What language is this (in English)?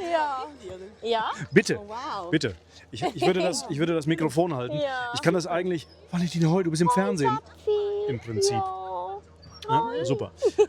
Swiss German